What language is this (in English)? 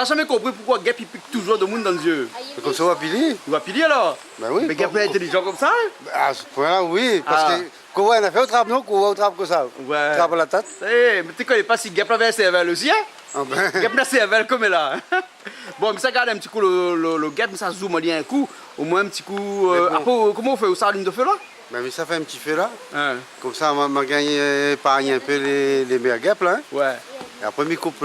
Réunion Creole French